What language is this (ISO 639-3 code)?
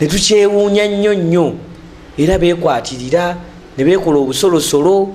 lug